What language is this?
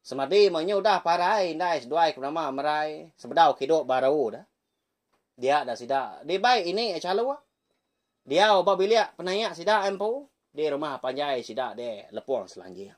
Iban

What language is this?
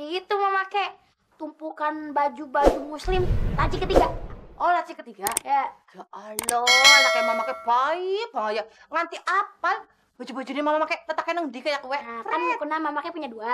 Betawi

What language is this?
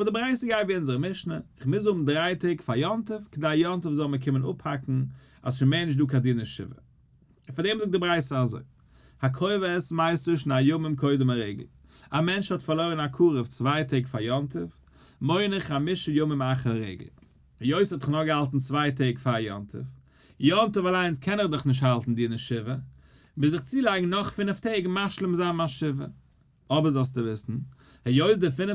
Yiddish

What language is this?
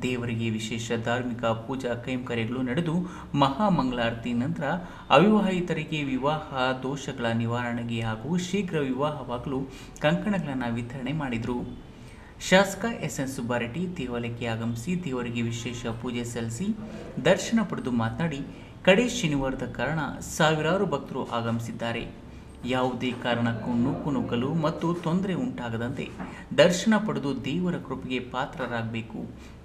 Kannada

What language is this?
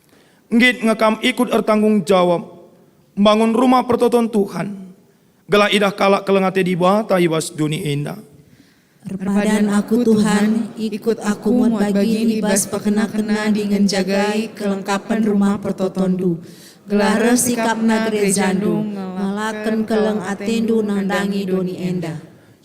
Batak Karo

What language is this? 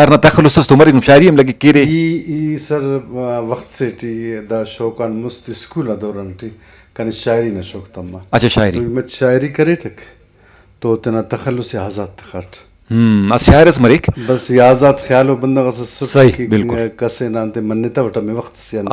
Brahui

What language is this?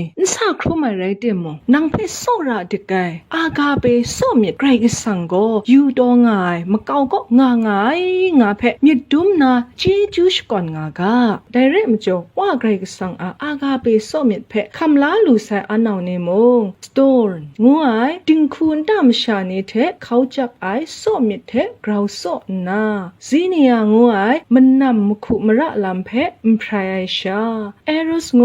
Kachin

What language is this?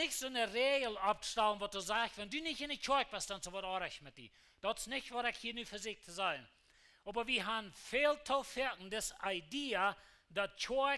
Plautdietsch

